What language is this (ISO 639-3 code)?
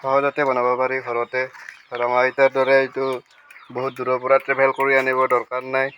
asm